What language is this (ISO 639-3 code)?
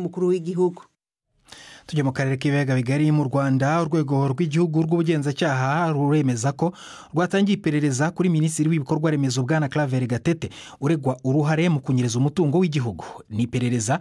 kin